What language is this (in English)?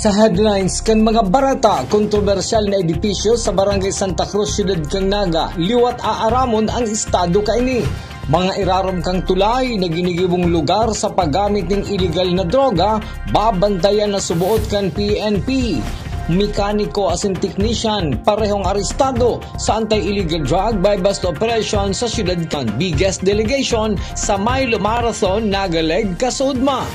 Bikol